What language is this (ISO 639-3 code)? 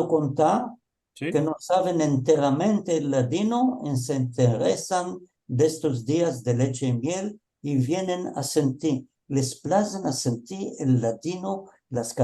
lad